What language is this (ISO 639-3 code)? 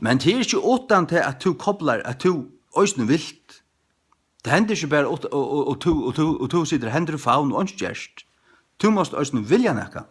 fao